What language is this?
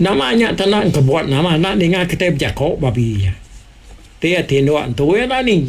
Iban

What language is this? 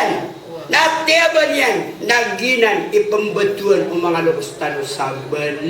Maranao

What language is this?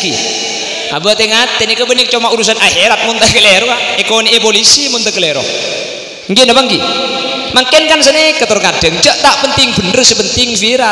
Madurese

